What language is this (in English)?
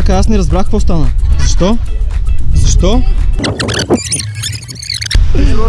Bulgarian